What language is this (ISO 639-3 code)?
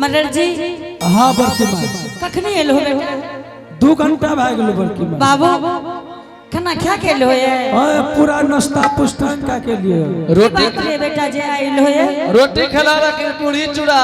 anp